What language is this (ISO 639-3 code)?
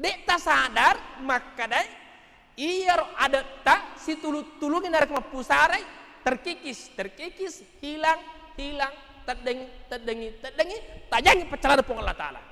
bug